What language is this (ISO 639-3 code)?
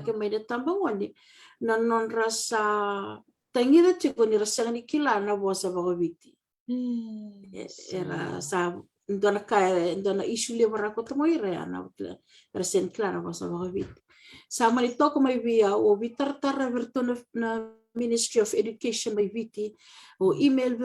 fij